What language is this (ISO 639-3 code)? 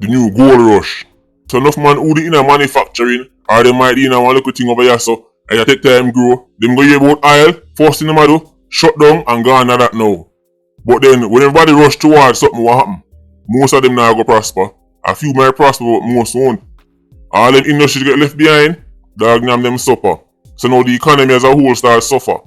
jam